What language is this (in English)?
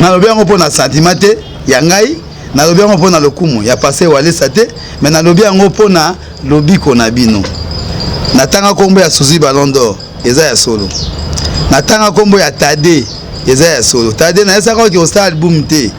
Lingala